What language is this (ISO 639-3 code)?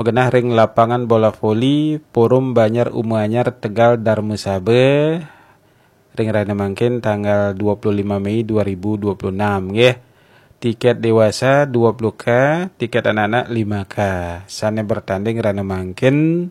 ban